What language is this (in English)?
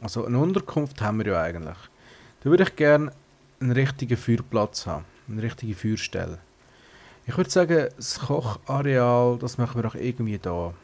Swiss German